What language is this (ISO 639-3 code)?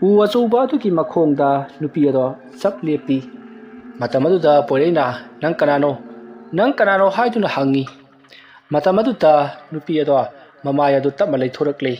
mni